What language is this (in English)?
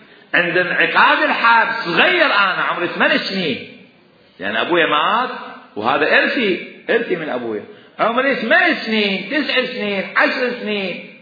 Mesopotamian Arabic